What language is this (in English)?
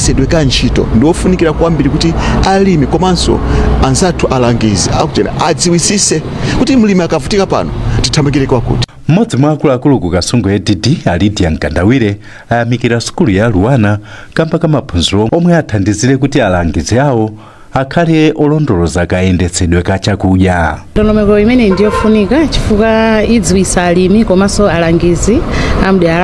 Nyanja